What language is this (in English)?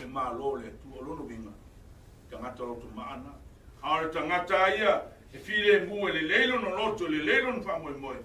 Samoan